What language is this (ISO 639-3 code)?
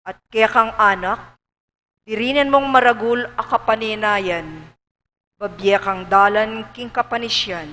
pam